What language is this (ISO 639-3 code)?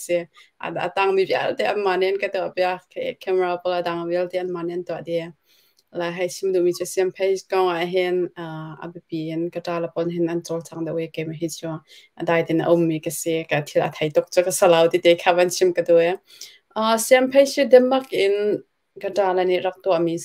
cnh